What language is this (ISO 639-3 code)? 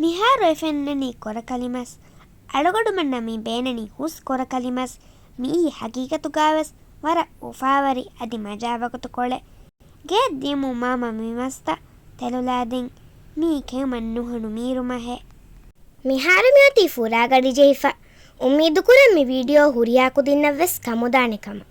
div